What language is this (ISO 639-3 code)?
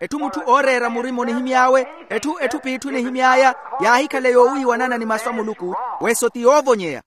vmw